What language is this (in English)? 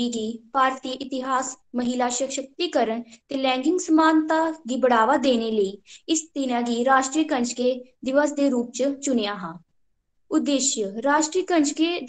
Dogri